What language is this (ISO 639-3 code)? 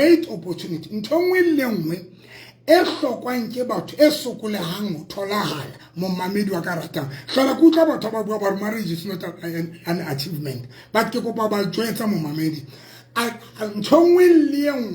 sot